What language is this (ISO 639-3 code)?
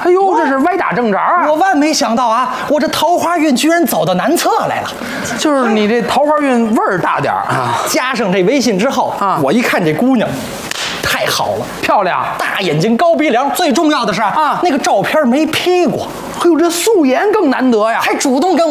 zho